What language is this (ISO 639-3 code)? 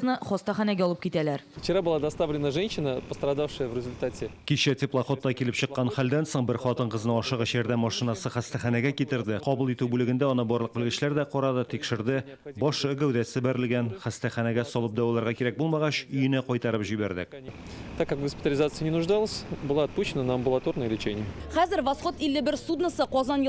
tat